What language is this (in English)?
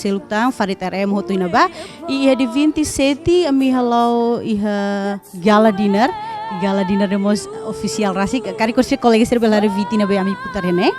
Tetum